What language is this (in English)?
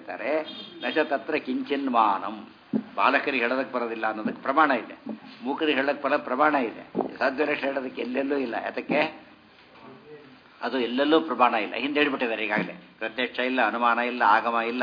Kannada